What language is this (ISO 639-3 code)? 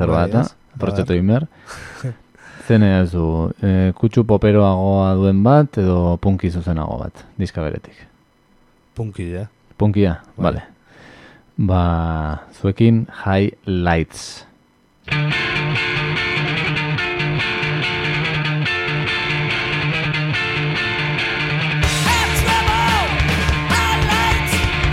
eus